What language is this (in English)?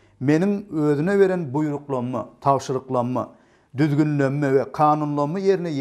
Turkmen